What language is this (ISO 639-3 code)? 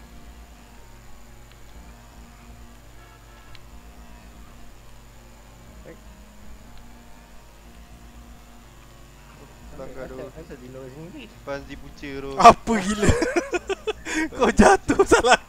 msa